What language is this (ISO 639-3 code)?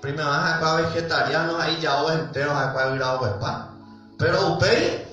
grn